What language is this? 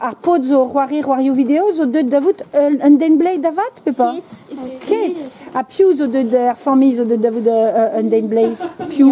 Breton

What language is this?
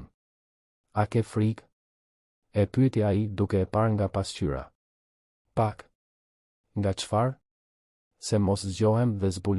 Albanian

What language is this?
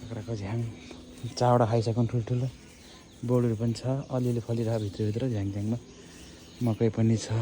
Nepali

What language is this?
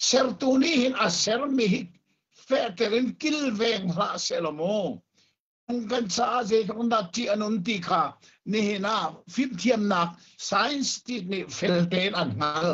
Hakha Chin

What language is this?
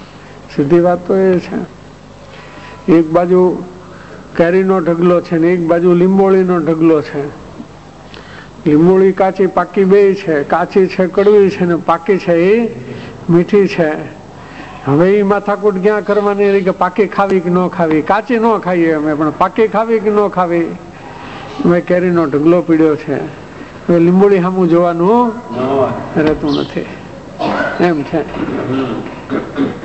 Gujarati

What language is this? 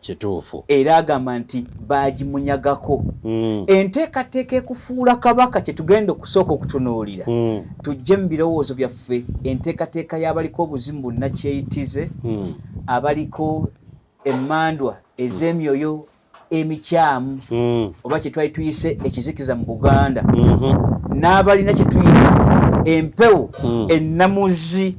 Ganda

